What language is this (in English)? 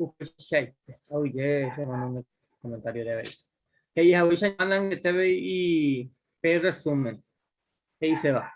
Guarani